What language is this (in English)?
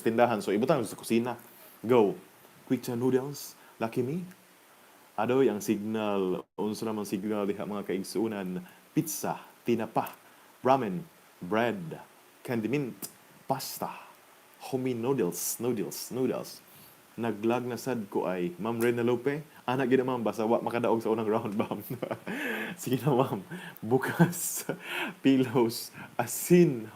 Cebuano